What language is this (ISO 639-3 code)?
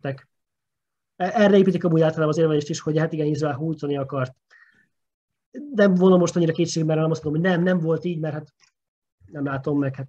hun